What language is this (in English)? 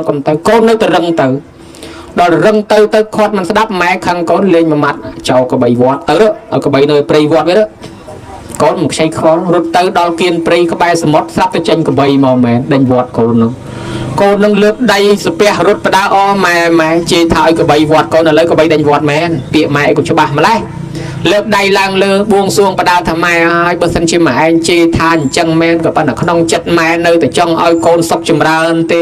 Khmer